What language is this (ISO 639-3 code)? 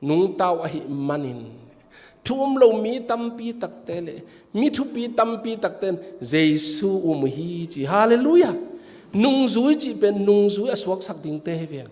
ctd